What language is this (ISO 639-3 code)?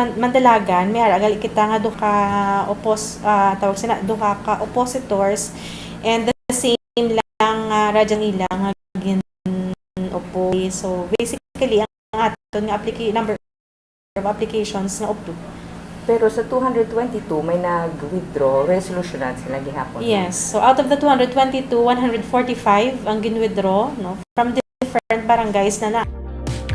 hil